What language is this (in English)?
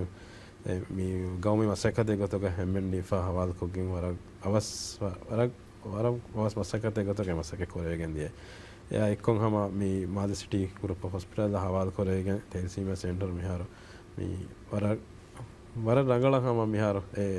Divehi